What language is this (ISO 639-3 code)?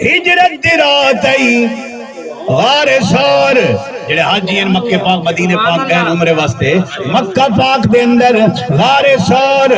skr